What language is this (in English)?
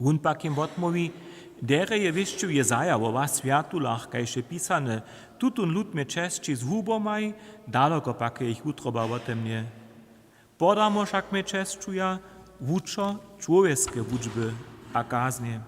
Upper Sorbian